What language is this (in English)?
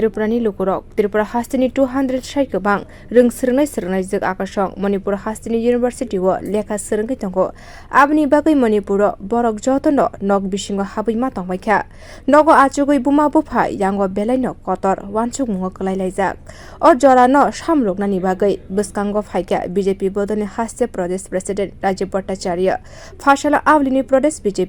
Kok Borok